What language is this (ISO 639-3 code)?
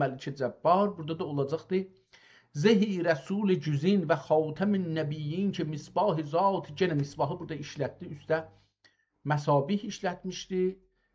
azb